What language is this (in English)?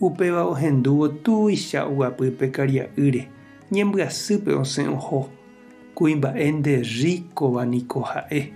Guarani